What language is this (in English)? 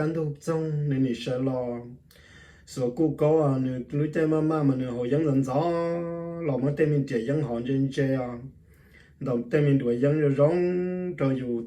Hmong